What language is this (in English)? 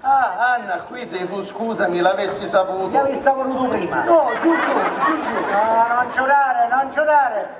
Sicilian